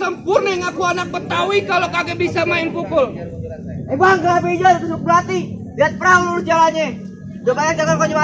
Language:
Betawi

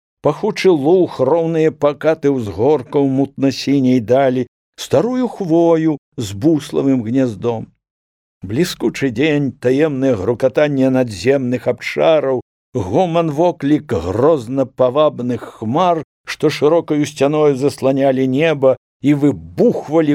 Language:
Belarusian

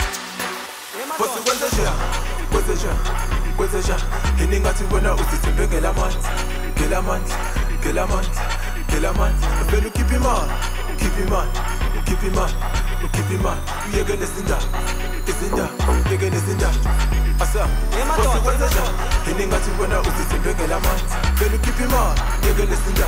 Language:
Zulu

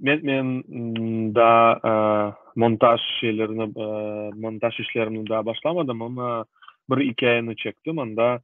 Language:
Crimean Tatar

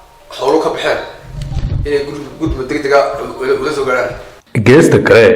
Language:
Somali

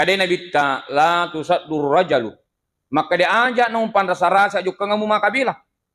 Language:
Buginese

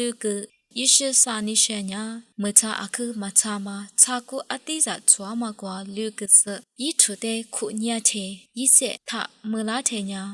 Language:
Lisu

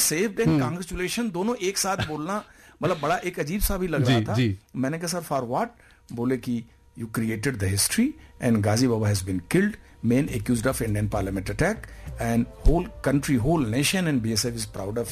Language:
Hindi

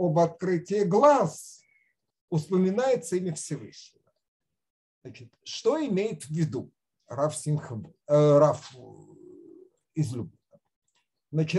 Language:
Russian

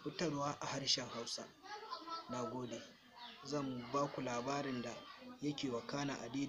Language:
Hausa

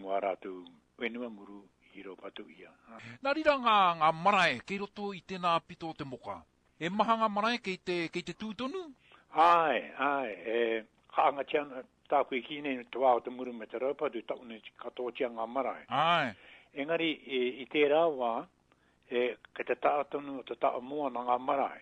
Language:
Māori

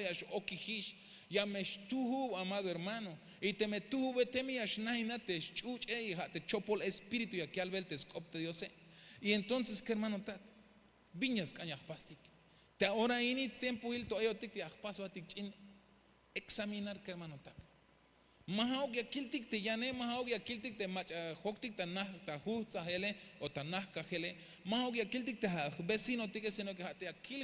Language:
Tzeltal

